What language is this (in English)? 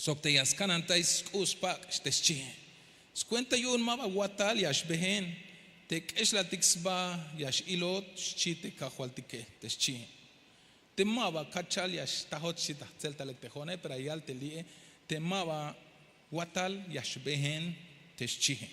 Tzeltal